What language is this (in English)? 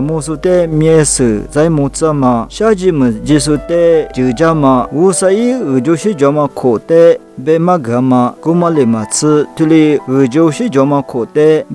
Lisu